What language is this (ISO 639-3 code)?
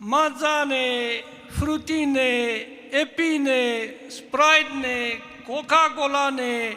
nmf